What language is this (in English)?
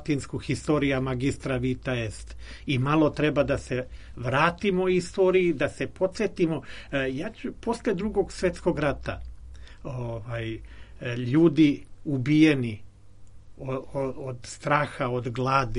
Serbian